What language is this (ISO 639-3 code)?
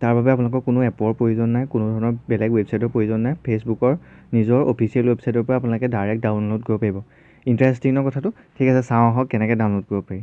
asm